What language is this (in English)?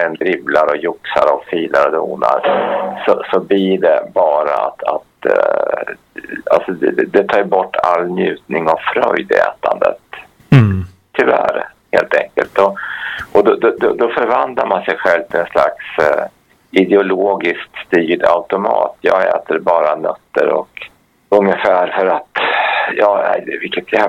Swedish